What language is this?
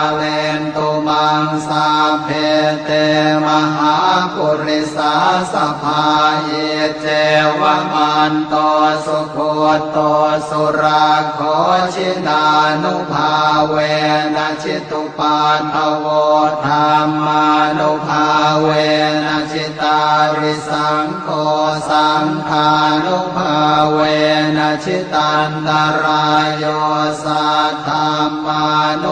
Pali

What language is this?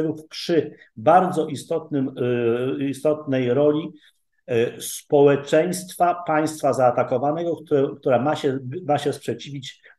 Polish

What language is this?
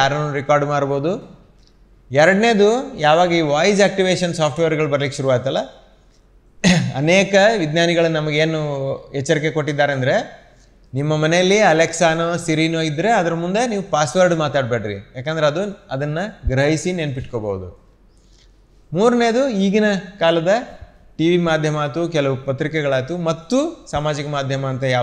Kannada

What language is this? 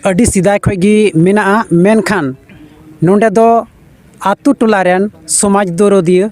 Santali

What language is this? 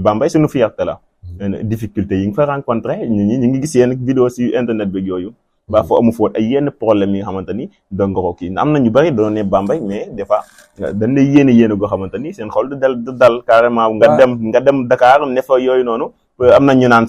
Wolof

